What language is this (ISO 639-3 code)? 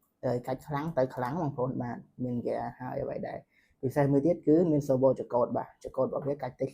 khm